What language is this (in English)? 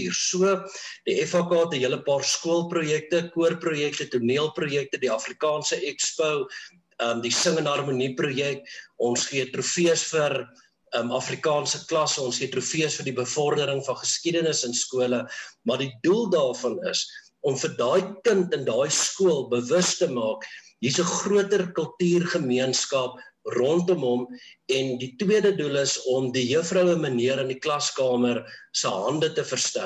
Afrikaans